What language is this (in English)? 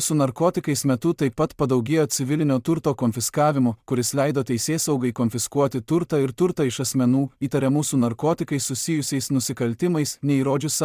Lithuanian